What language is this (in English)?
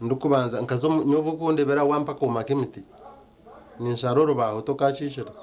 Nyankole